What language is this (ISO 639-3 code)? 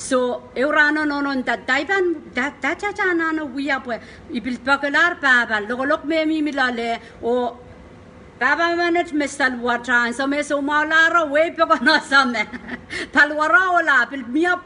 pon